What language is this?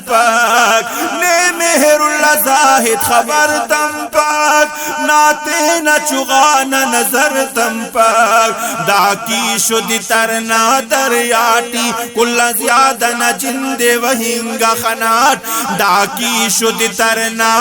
Brahui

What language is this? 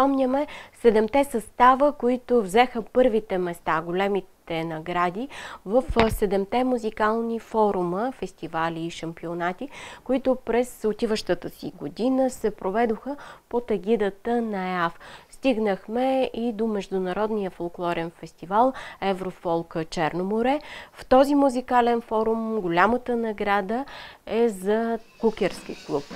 Bulgarian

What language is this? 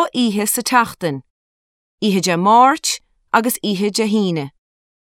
Irish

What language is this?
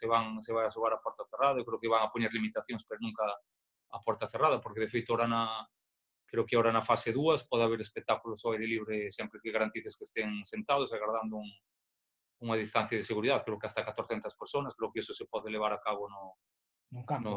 Galician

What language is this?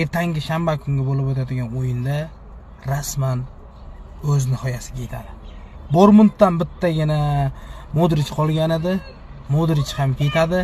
Uzbek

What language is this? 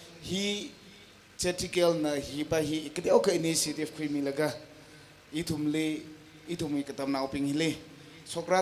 Tangkhul Naga (India)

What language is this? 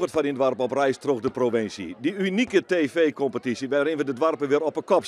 Western Frisian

